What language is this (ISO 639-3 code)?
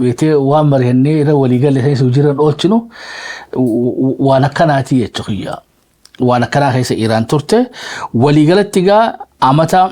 orm